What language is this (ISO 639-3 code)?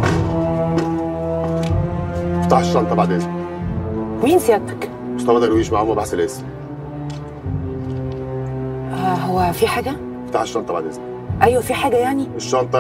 arz